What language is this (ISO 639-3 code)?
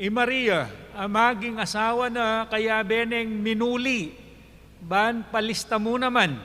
pam